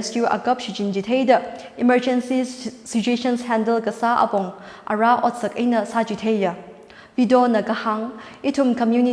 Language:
Tangkhul Naga (India)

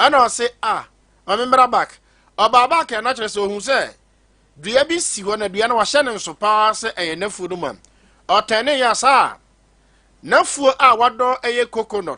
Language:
Akan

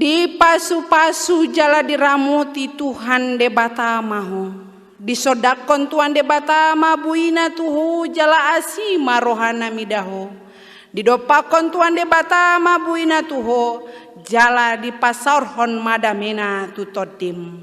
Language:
Batak Toba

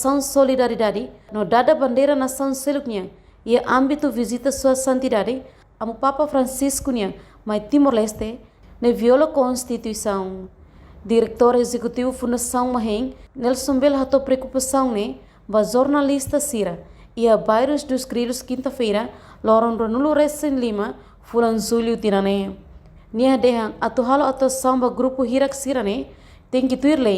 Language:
Tetum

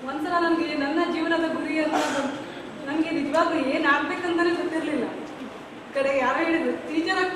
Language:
Kannada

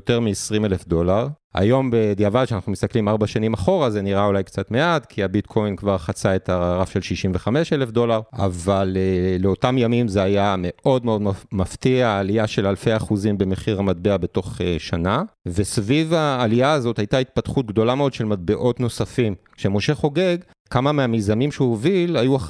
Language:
Hebrew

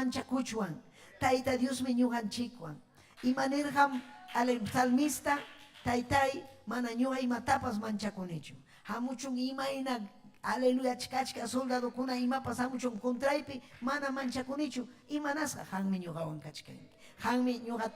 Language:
Ayacucho Quechua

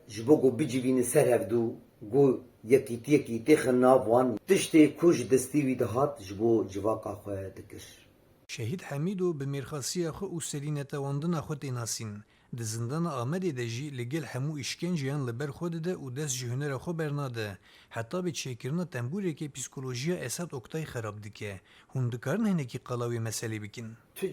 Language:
Kurdish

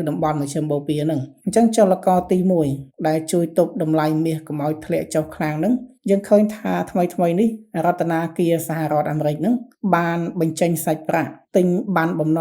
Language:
Khmer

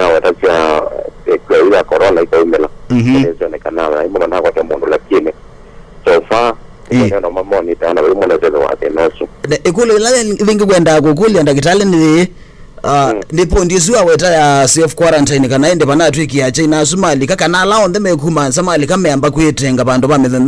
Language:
Kamba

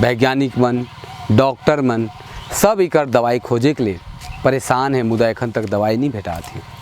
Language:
Sadri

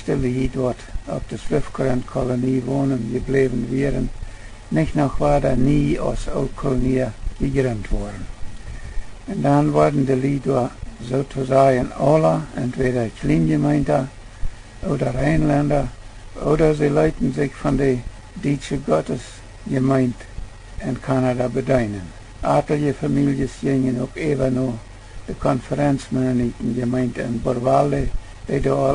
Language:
Plautdietsch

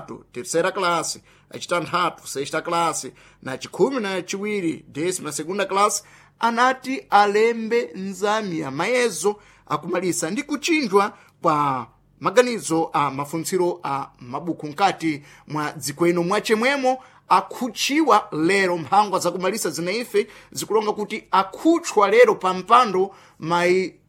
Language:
Sena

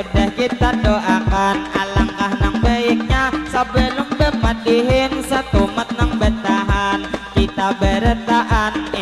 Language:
Banjar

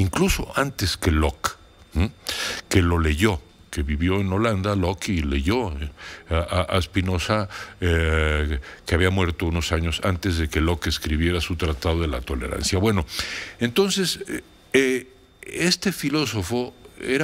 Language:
Spanish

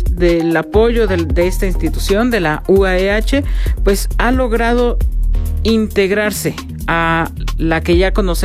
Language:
Spanish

